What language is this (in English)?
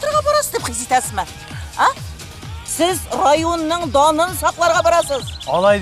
Tatar